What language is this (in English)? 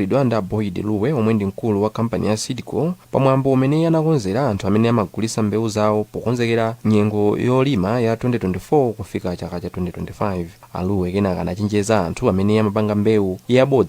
Nyanja